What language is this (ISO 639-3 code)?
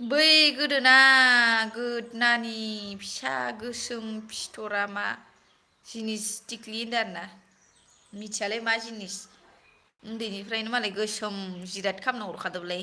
brx